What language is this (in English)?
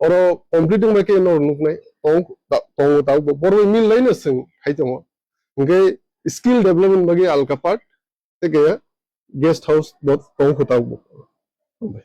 Kok Borok